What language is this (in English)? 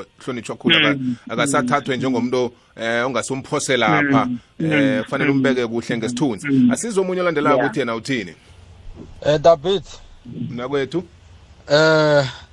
South Ndebele